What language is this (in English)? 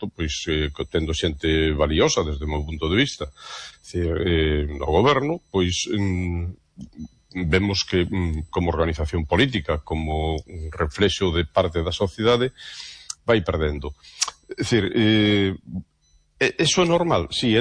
Galician